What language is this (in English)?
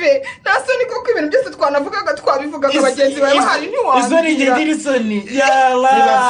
Kinyarwanda